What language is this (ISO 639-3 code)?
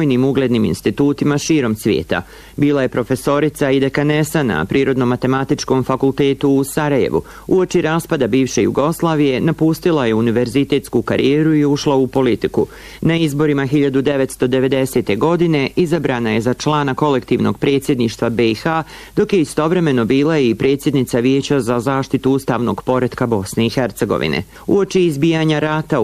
bos